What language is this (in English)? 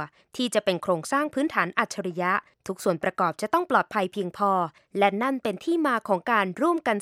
Thai